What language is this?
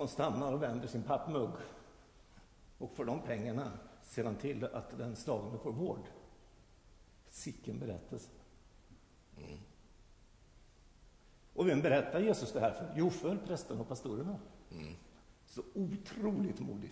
Swedish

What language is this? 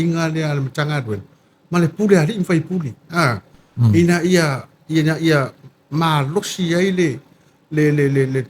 Samoan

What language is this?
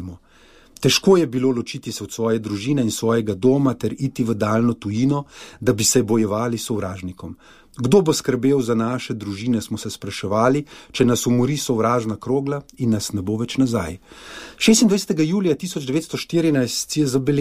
Slovenian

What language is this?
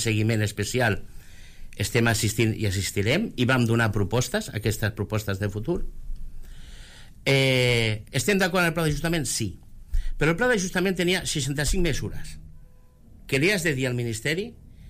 Catalan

